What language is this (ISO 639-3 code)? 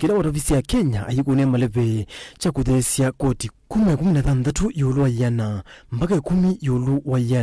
kam